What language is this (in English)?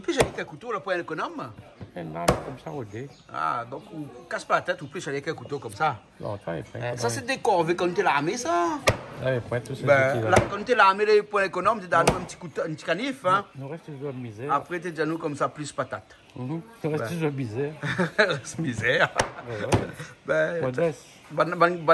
Réunion Creole French